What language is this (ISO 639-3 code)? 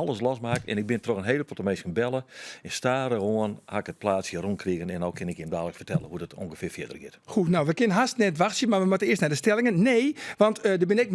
fry